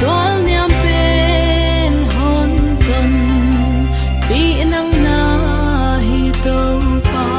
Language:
Paite Chin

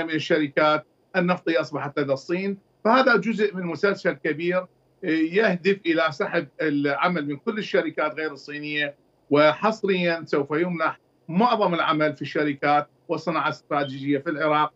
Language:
Mesopotamian Arabic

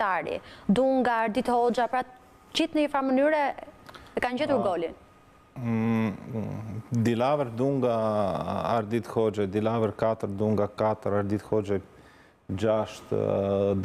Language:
Albanian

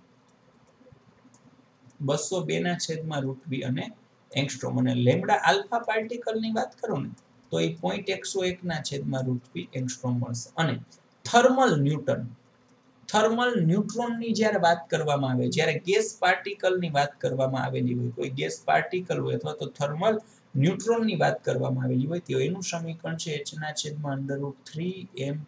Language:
Gujarati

